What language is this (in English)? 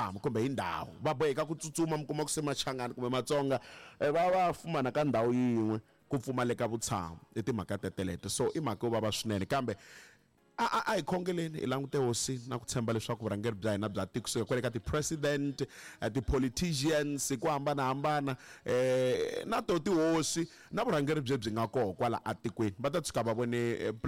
Tsonga